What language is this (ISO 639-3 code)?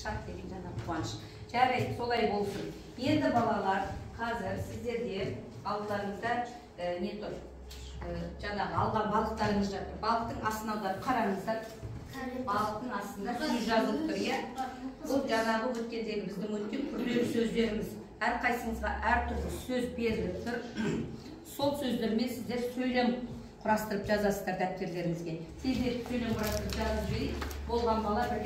kaz